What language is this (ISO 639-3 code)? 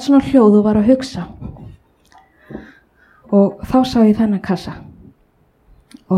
isl